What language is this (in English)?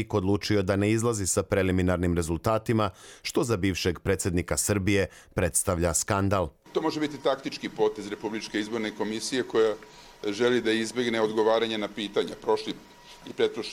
Serbian